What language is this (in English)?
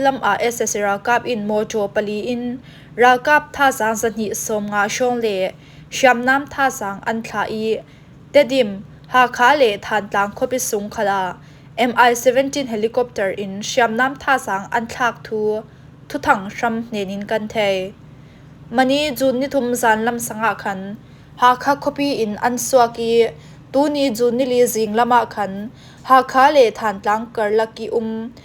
Falam Chin